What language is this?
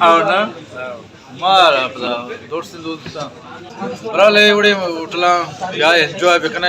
Baluchi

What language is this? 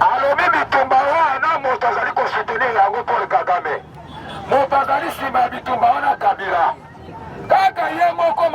Lingala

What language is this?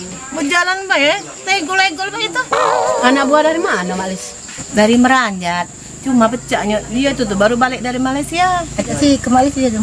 Musi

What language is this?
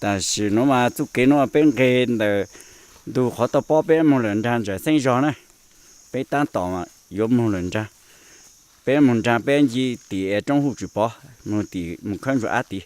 Hmong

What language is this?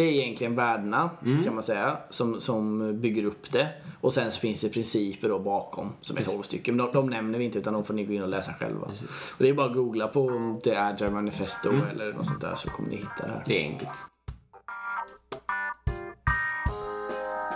Swedish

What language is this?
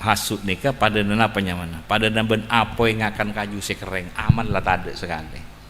Madurese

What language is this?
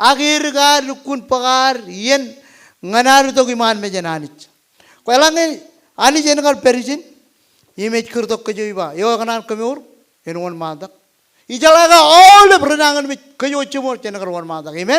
Marshallese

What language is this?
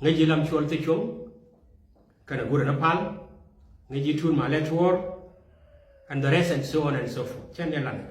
Nuer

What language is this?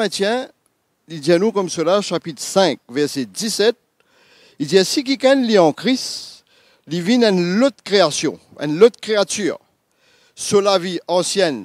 Morisyen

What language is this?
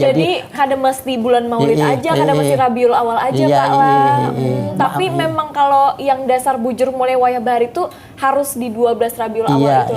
Banjar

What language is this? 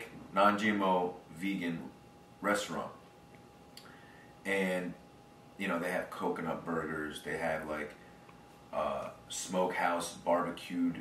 English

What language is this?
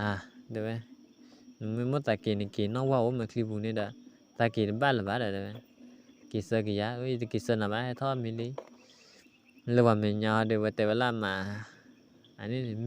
S'gaw Karen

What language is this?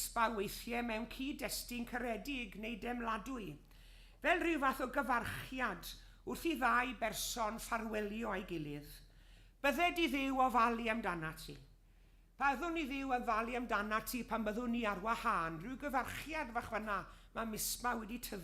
Welsh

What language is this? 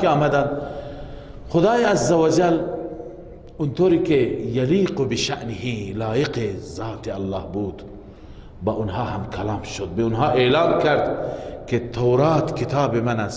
Persian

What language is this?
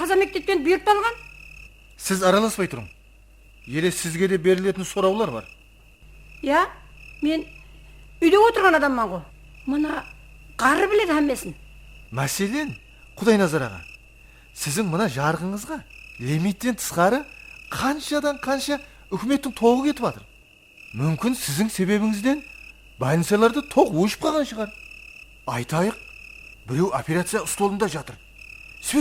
Kara-Kalpak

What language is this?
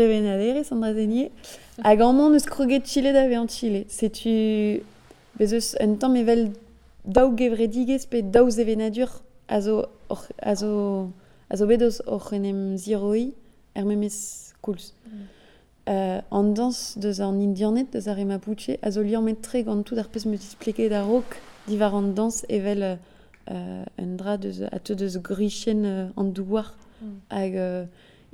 Breton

